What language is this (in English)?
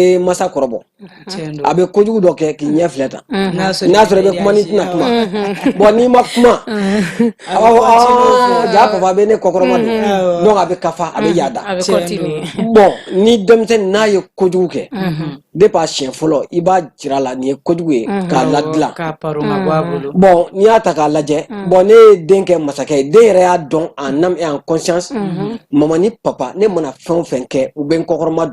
Bambara